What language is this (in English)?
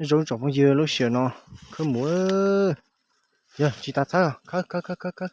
Hmong